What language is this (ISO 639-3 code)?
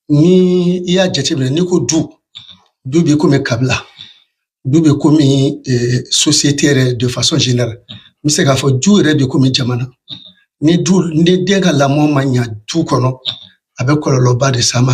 bam